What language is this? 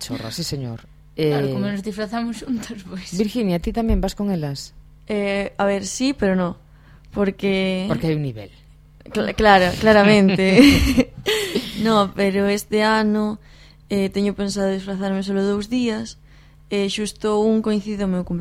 Galician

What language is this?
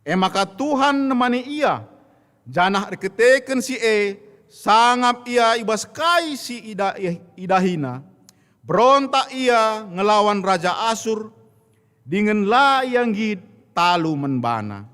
Batak Karo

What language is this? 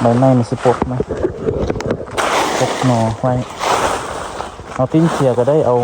Lao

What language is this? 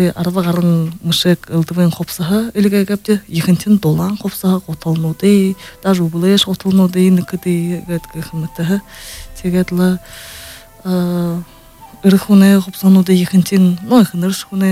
Buriat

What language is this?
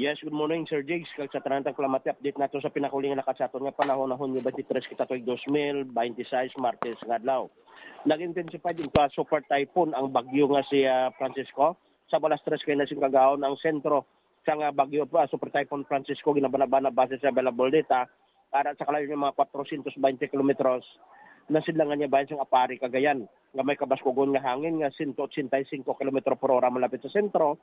Hiligaynon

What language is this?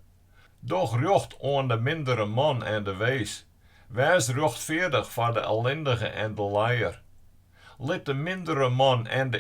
Western Frisian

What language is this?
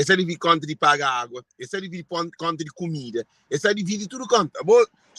Kabuverdianu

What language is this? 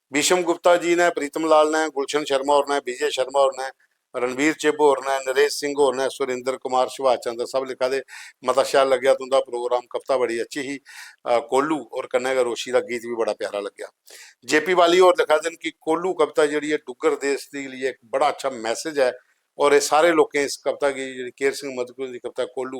Dogri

